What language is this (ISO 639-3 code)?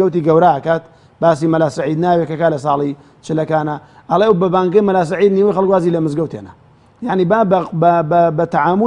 ckb